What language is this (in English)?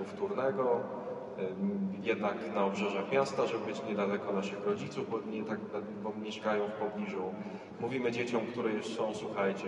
Polish